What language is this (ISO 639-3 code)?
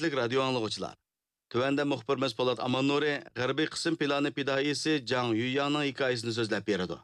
uig